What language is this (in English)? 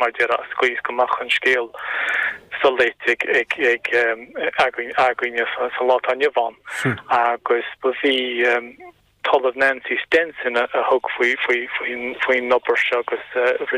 Irish